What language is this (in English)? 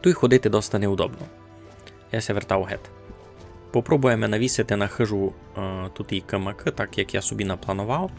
Rusyn